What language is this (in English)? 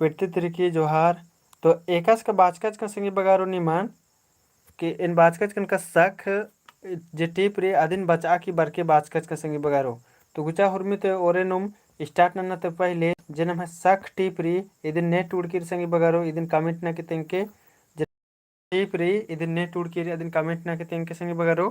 Kurukh